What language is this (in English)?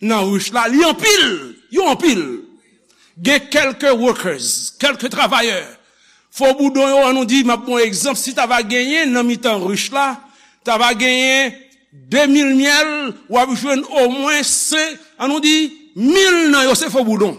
Haitian Creole